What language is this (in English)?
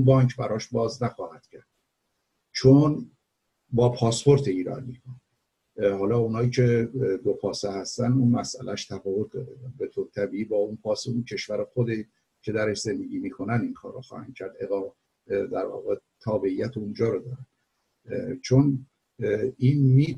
Persian